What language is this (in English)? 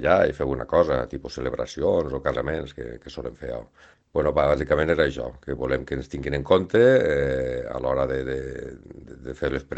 Catalan